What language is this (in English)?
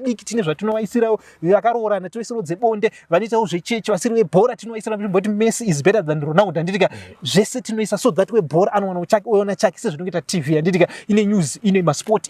Shona